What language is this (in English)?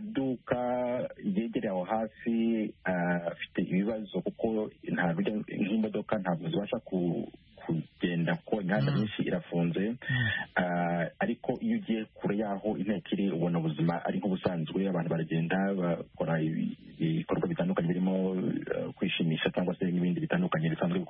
Kinyarwanda